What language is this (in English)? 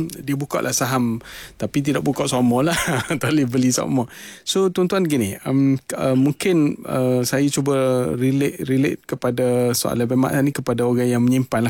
Malay